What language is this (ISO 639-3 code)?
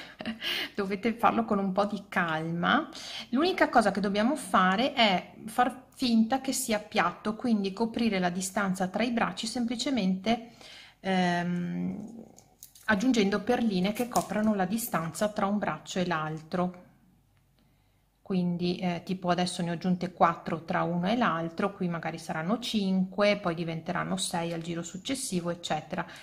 ita